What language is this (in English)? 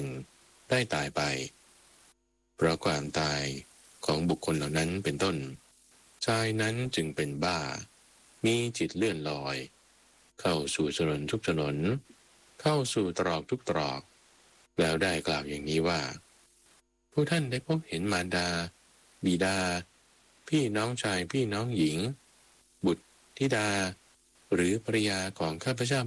Thai